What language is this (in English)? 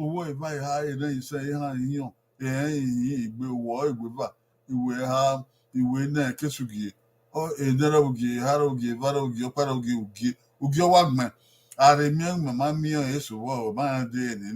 Bini